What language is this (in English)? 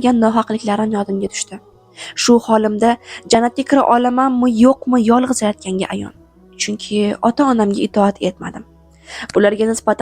Uzbek